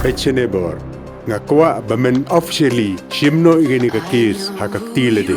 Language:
Khasi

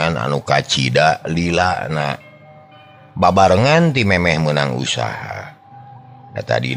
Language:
Sundanese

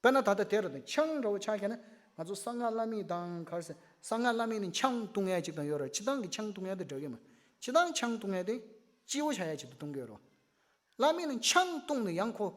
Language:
Tibetan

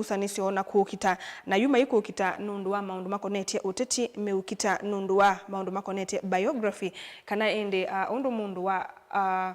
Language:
Kamba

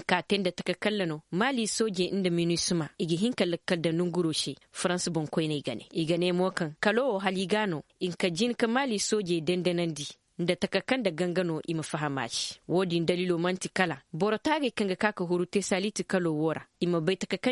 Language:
Koyraboro Senni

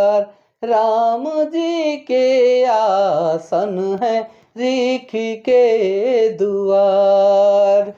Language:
Sadri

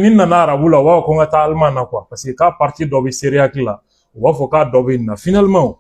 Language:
Bambara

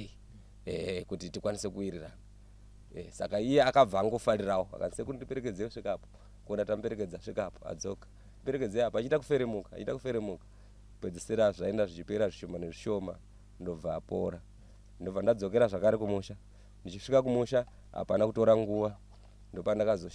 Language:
Shona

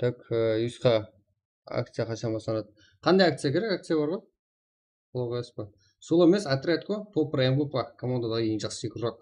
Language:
Kara-Kalpak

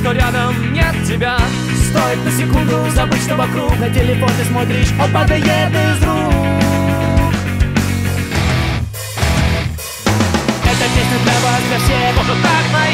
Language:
Russian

